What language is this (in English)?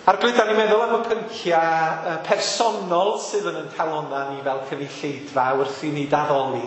Welsh